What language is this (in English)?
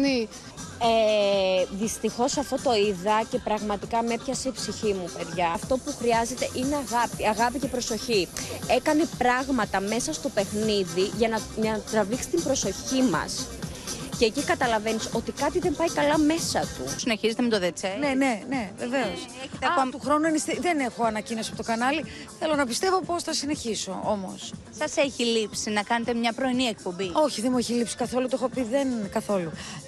Greek